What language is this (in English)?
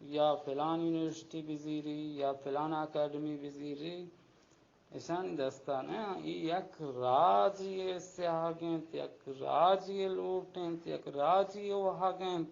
Baluchi